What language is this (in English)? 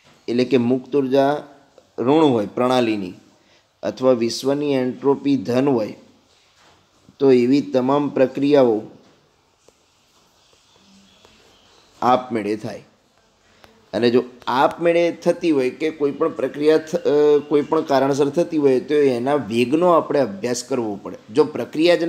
Gujarati